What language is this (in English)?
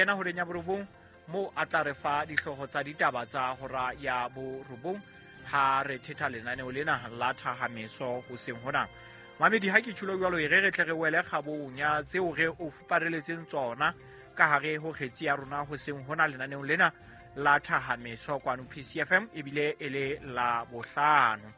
Southern Sotho